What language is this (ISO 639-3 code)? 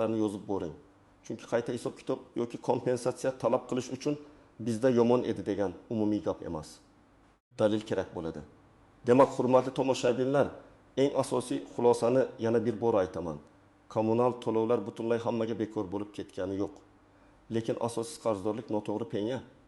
uzb